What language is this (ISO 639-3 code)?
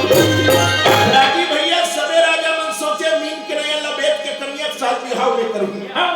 hne